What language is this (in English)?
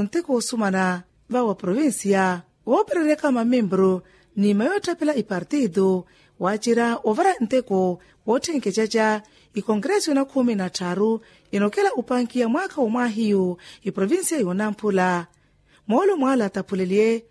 Makhuwa